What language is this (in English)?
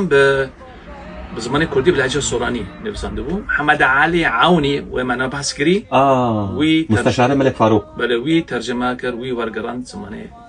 Kurdish